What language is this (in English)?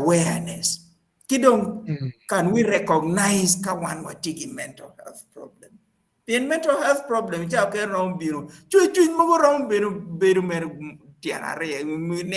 Acoli